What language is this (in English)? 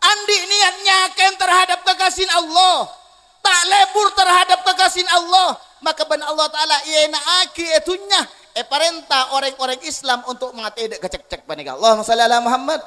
Madurese